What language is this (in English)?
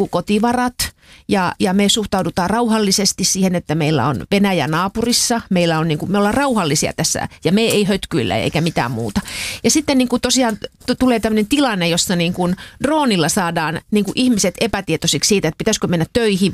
Finnish